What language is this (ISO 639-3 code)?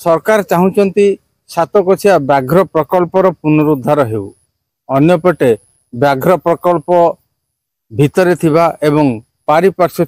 ori